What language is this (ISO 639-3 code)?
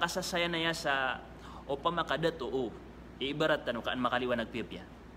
mrw